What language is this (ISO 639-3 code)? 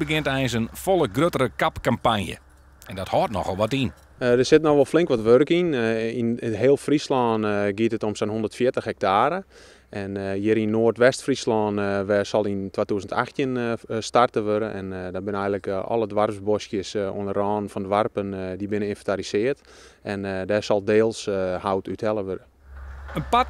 fry